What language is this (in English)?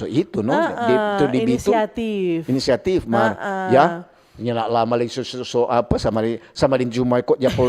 Manado Malay